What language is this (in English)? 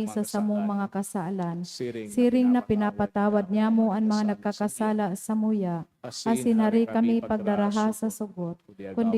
Bikol